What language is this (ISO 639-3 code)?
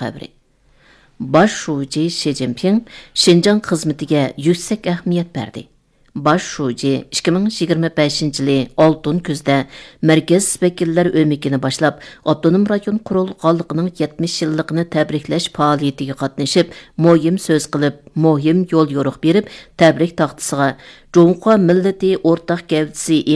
uig